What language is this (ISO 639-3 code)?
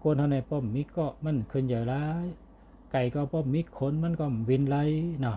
shn